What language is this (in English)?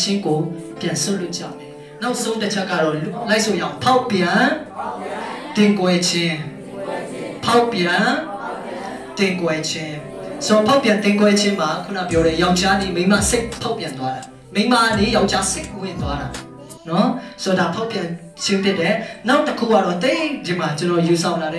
Burmese